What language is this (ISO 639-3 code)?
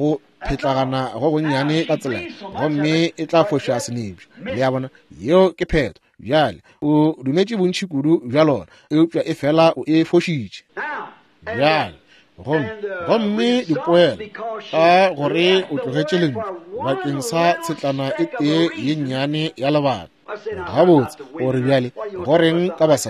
nso